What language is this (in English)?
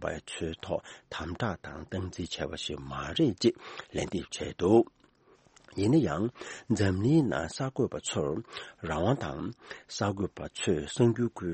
Tibetan